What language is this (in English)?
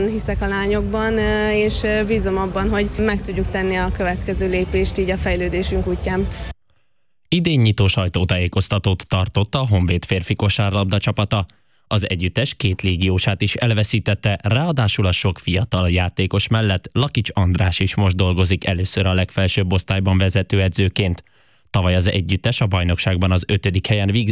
Hungarian